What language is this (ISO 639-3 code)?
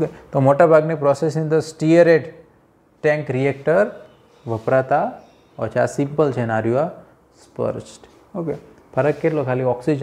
guj